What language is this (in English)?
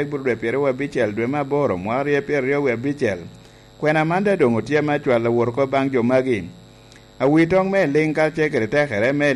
Lango (Uganda)